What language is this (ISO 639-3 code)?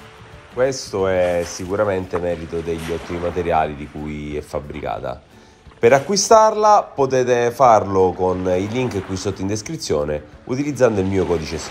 ita